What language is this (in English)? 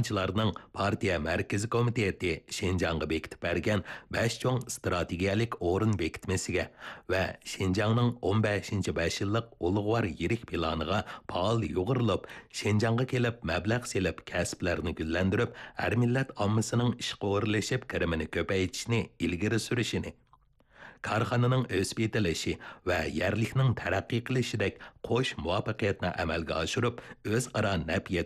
Uyghur